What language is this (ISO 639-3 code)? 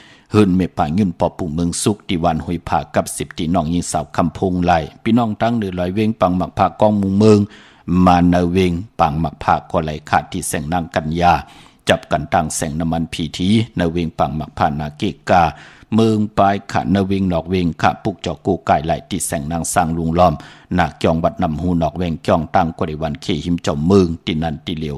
shn